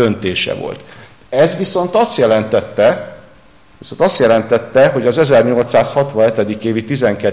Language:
Hungarian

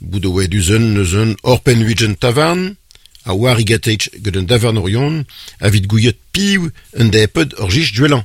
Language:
Breton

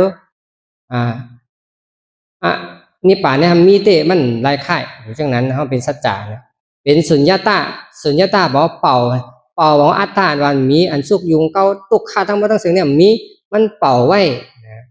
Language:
Shan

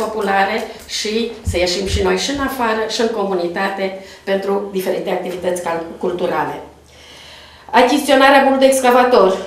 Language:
Romanian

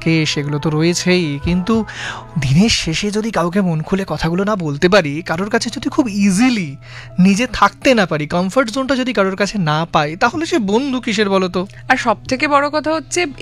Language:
Bangla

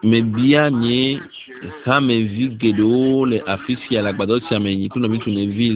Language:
Ewe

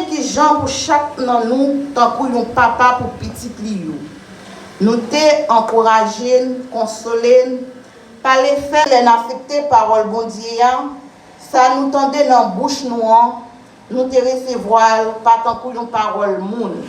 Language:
Haitian Creole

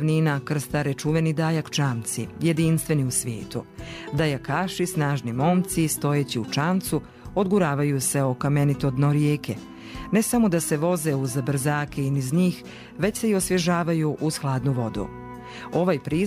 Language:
Bosnian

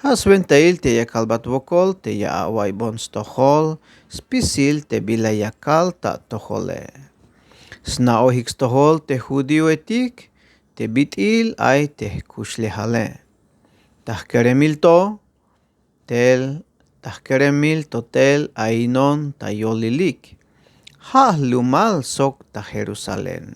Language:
Tzeltal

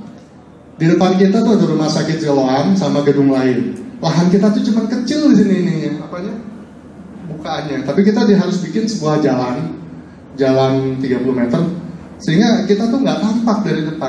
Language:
Indonesian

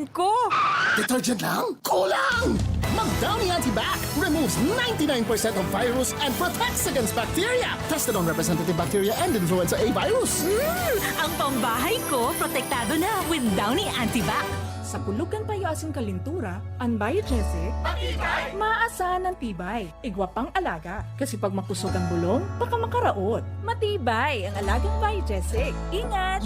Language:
Bikol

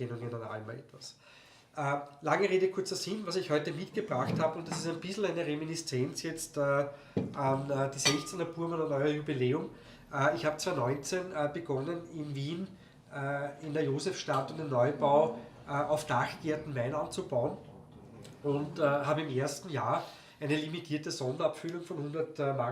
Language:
Bavarian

